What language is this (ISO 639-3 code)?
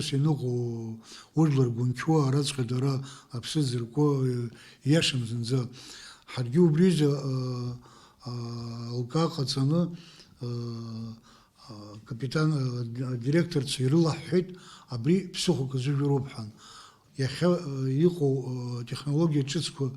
abk